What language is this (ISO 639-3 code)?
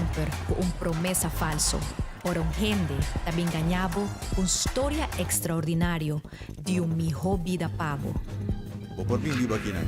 pap